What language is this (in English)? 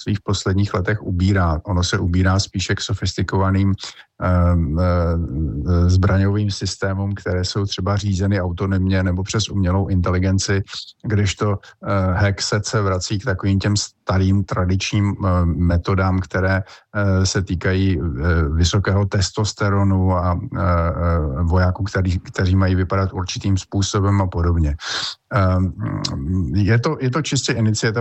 Czech